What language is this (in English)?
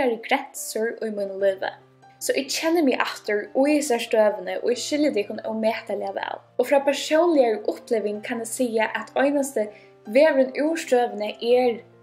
Faroese